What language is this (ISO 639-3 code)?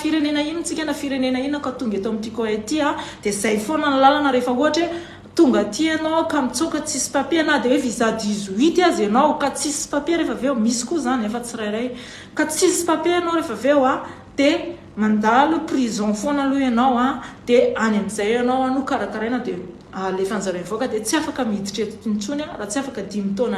mlg